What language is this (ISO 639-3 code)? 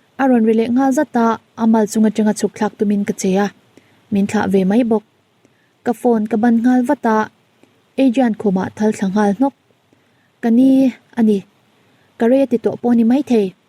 lus